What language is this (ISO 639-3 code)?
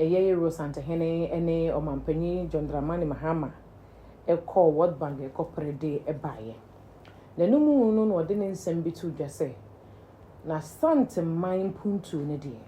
aka